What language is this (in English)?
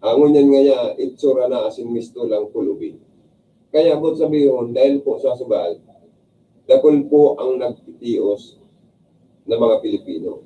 Bikol